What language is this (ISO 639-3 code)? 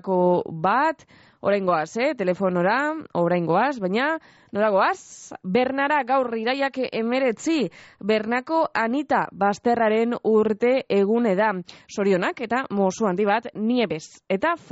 eus